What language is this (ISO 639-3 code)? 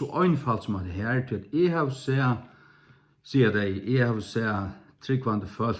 fao